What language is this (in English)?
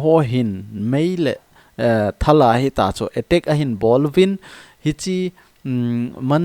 Thado Chin